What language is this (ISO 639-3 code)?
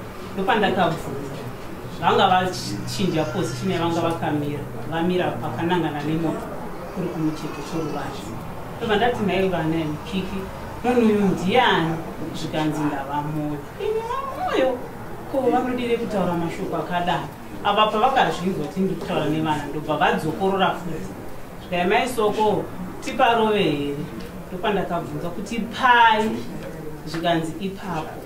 sna